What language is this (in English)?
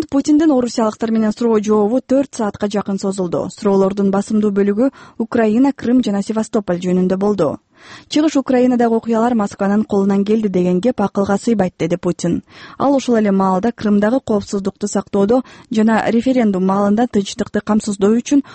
Kyrgyz